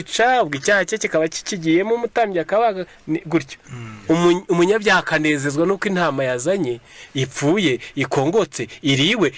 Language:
Kinyarwanda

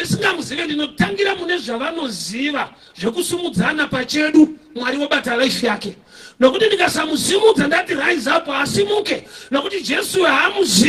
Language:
Shona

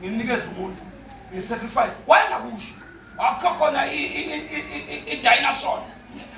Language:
Zulu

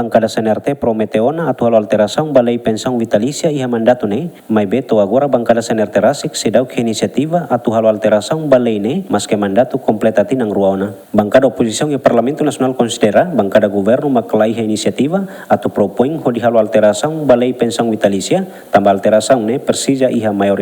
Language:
Tetum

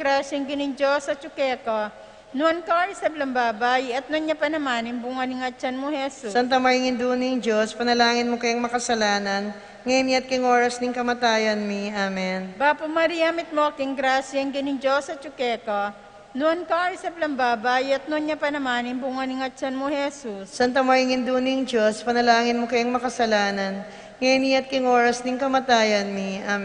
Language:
Pampanga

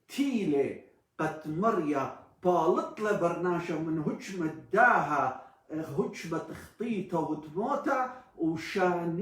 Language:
Assyrian Neo-Aramaic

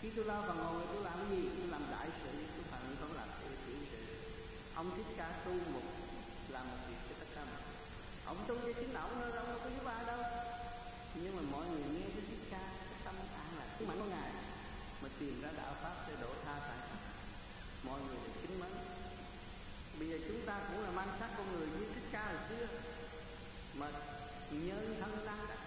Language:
Vietnamese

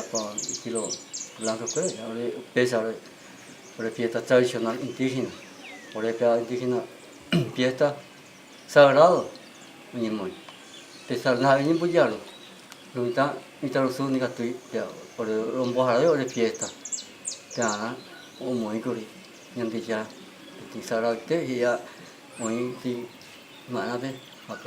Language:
Guarani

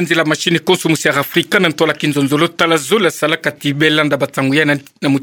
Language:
Kituba (Democratic Republic of Congo)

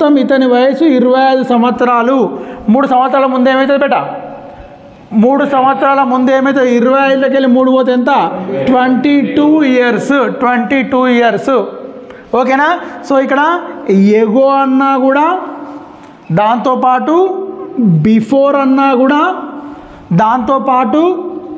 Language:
Telugu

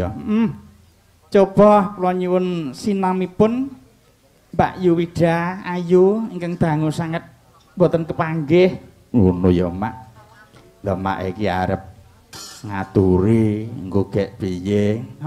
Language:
Javanese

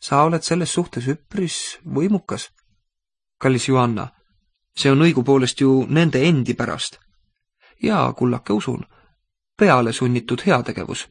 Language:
Estonian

